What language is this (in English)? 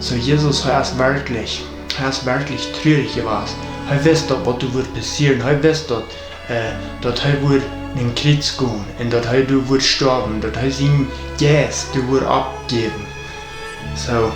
Plautdietsch